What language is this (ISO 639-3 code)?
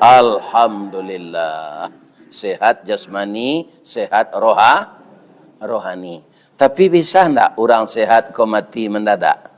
min